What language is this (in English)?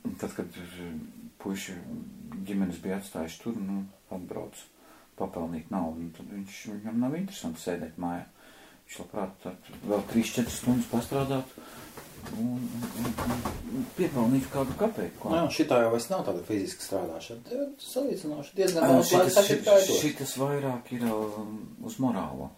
Latvian